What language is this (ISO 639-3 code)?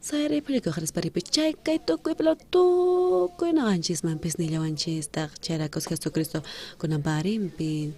quh